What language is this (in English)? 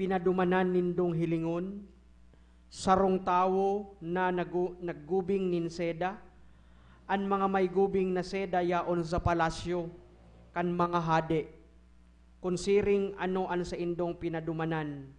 Bikol